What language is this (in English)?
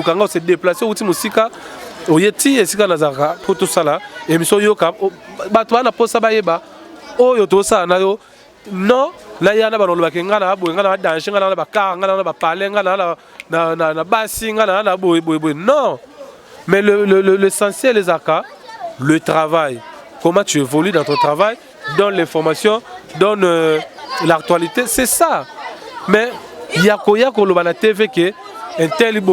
Lingala